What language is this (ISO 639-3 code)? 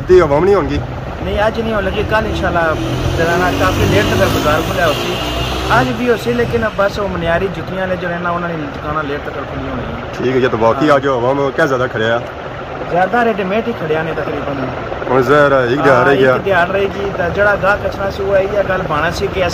phr